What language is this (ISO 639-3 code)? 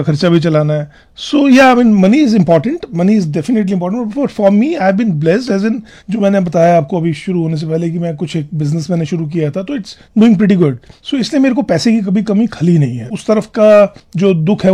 hin